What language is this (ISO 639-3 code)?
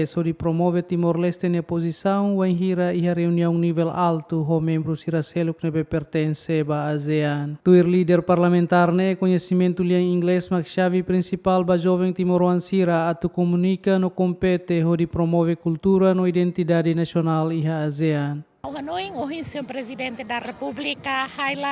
tet